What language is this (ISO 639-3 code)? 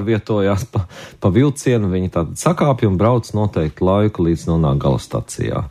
lav